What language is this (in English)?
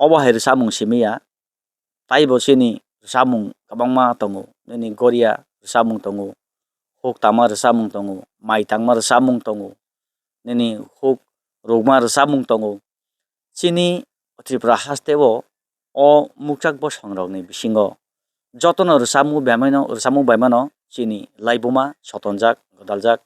Kok Borok